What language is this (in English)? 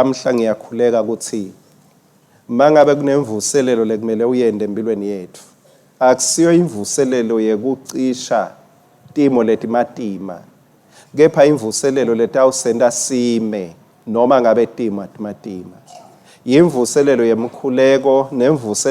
Swati